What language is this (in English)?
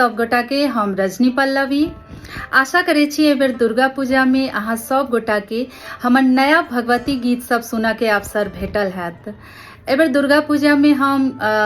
Maithili